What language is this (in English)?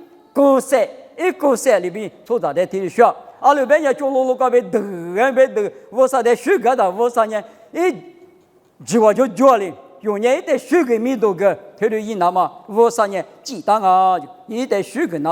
Lisu